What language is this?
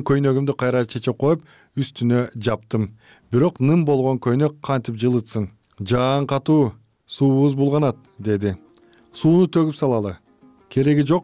Kyrgyz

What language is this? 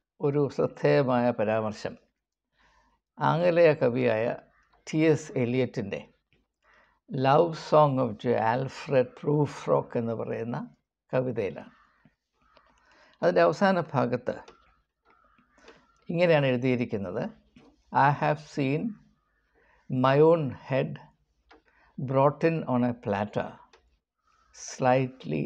Malayalam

